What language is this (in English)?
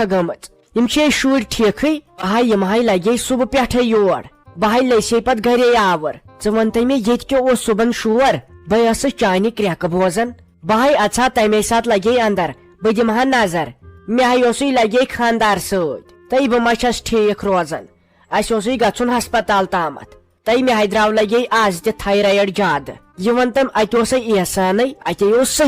Kashmiri